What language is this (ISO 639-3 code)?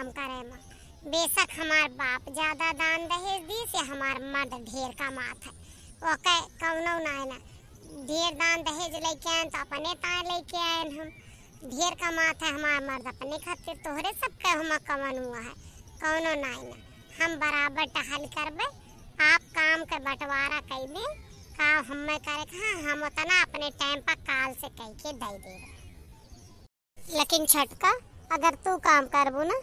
awa